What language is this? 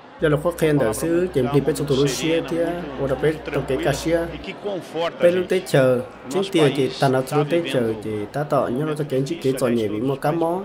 Hmong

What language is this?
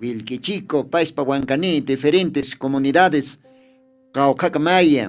Aymara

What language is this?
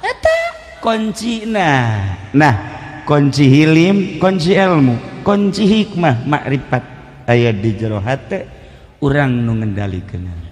Sundanese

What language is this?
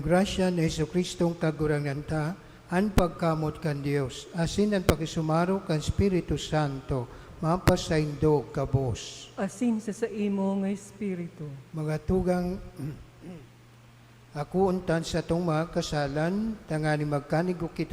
Bikol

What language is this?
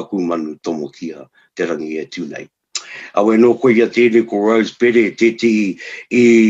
Māori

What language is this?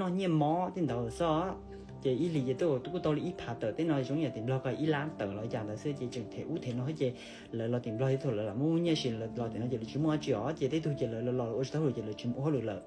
Hmong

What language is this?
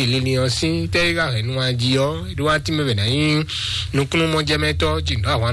Fon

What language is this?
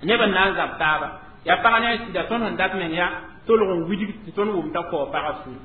Mossi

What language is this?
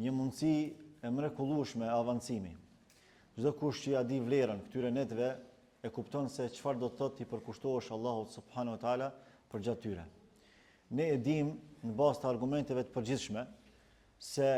Albanian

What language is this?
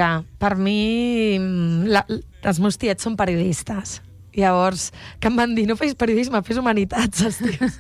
Catalan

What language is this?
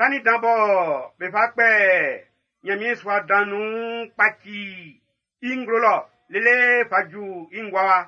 Baoulé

